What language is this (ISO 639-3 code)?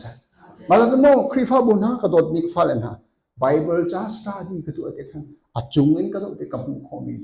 cnh